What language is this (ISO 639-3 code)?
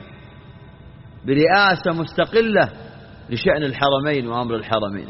ara